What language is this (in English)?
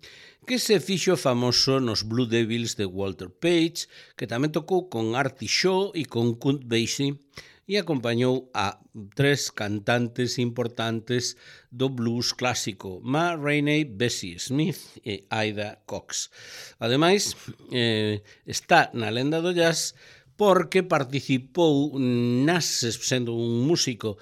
Galician